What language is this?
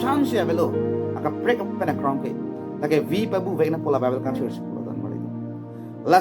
Karbi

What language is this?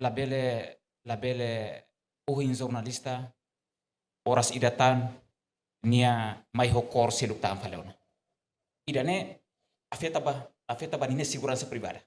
Tetum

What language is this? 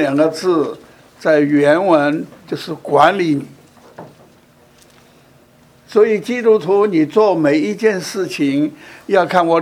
Chinese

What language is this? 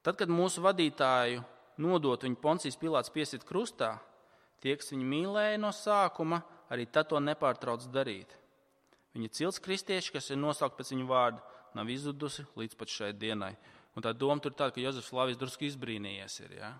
Latvian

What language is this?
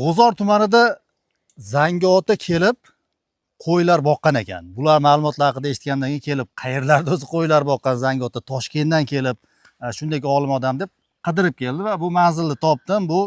Uzbek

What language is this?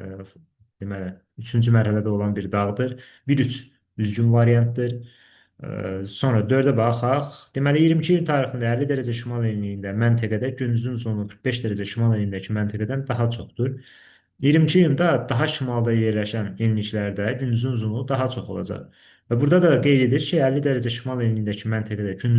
Azerbaijani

